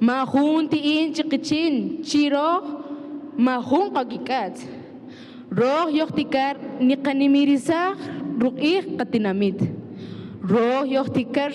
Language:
Kaqchikel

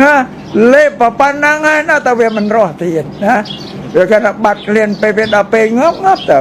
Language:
Khmer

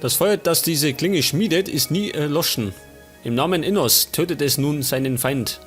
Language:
Bavarian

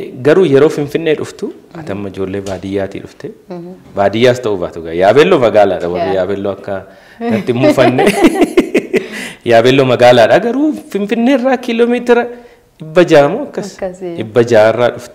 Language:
Oromo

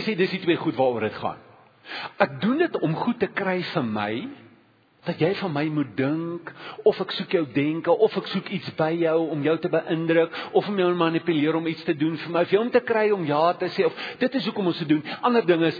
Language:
Afrikaans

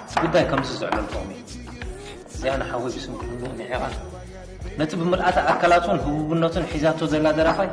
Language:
Tigrinya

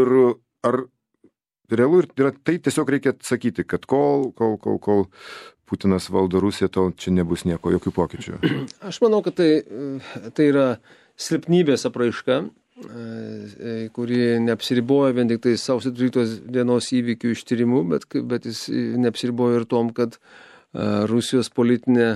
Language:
Lithuanian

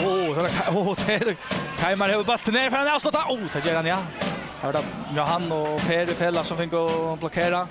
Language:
Faroese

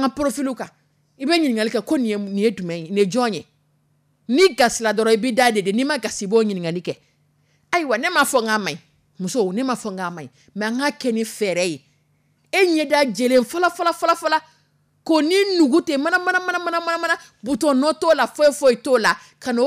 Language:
Dyula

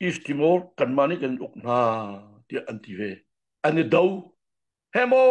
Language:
Hakha Chin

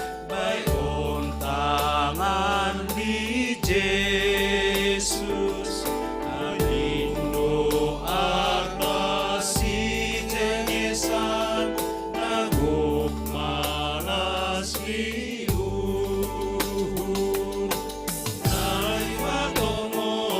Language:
Batak Simalungun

